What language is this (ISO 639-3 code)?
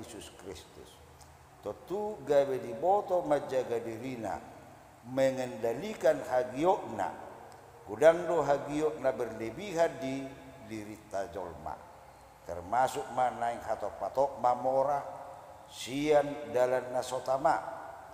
bbc